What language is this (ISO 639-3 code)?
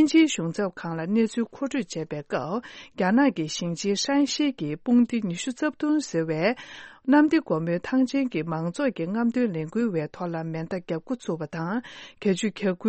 bod